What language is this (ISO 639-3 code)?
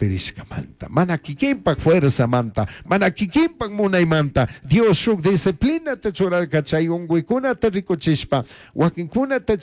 qug